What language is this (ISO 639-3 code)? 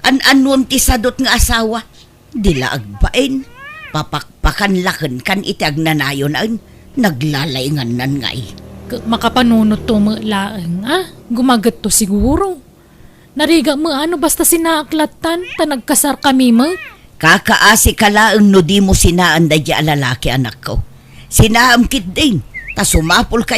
ilo